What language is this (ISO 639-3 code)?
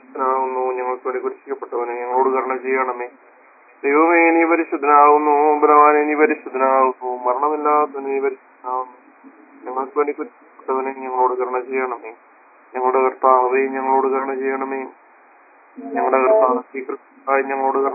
mal